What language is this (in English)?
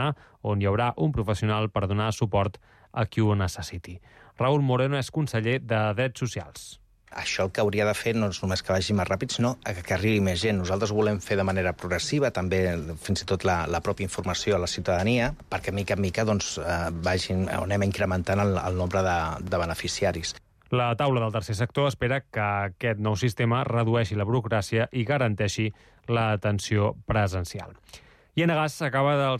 Catalan